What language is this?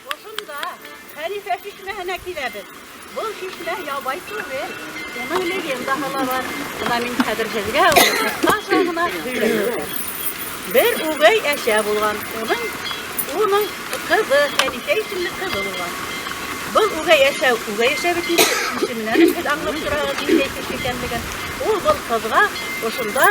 Bashkir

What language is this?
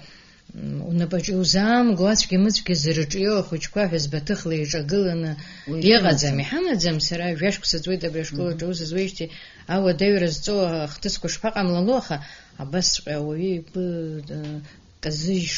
Abkhazian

